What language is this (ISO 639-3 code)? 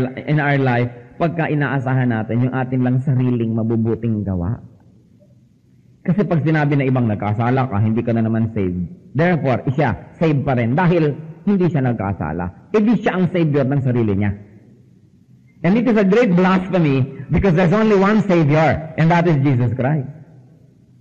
fil